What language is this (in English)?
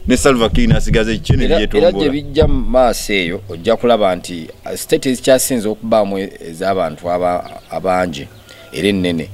Ganda